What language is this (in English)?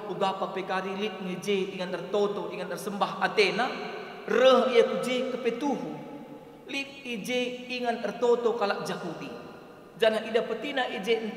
Batak Karo